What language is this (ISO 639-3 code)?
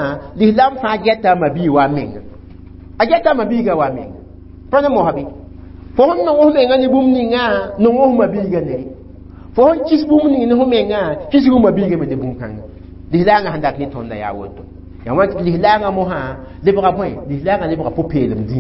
mos